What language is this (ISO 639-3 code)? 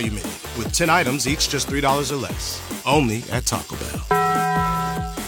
eng